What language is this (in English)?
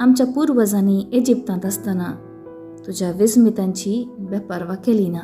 Konkani